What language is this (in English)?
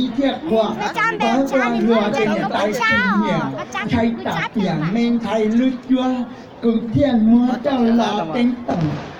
Hmong